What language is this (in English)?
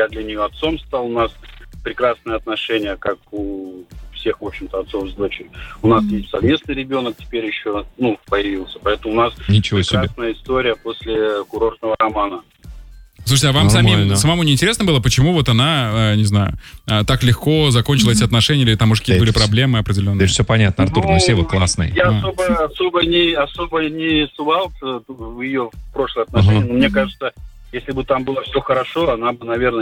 Russian